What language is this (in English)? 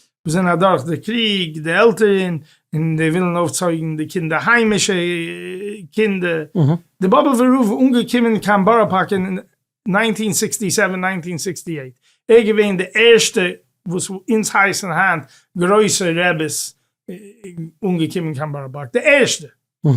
Yiddish